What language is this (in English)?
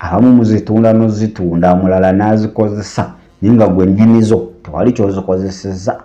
Ganda